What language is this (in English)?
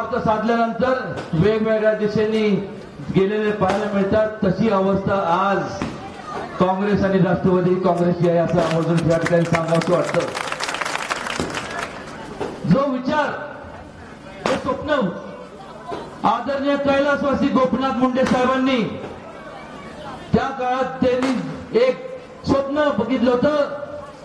Marathi